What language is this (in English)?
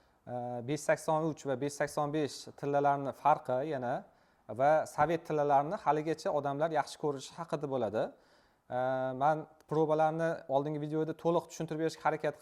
Uzbek